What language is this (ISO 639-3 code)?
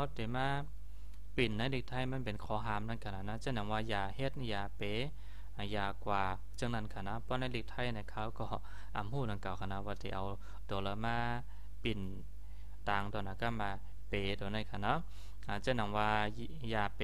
shn